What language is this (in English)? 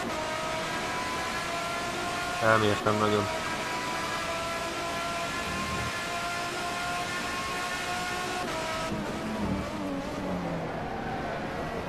Hungarian